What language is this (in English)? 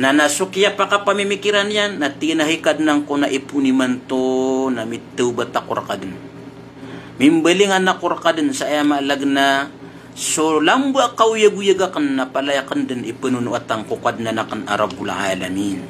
Maranao